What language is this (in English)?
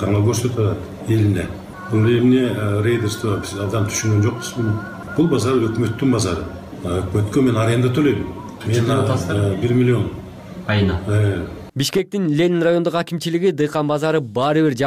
Kyrgyz